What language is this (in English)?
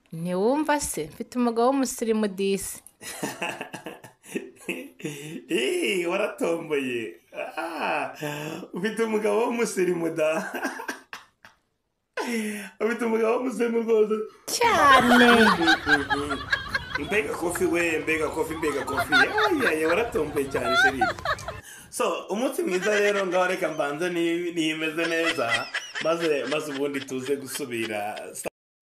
Kinyarwanda